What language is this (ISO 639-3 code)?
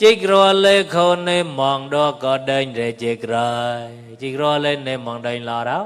mnw